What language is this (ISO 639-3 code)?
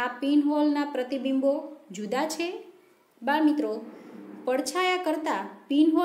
guj